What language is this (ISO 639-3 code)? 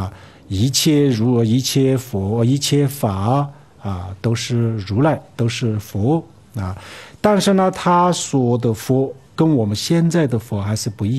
zho